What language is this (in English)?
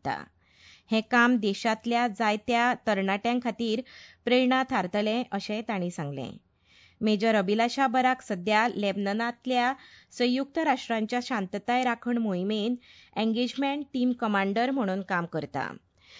Konkani